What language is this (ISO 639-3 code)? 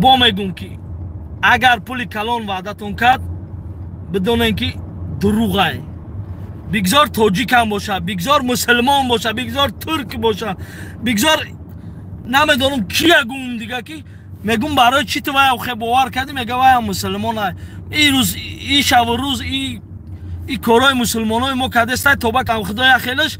tgk